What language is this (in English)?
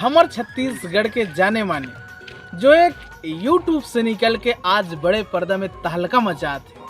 Chhattisgarhi